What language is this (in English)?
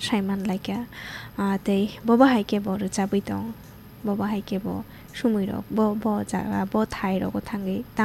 Kok Borok